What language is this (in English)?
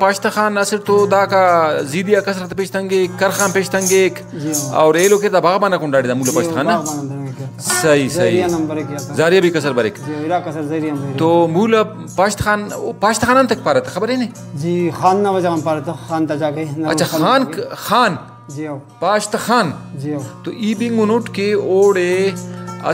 Brahui